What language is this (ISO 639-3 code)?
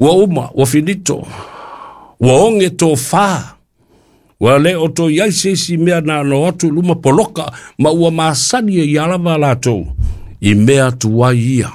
smo